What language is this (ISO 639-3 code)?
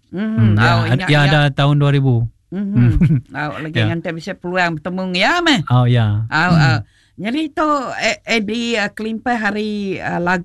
iba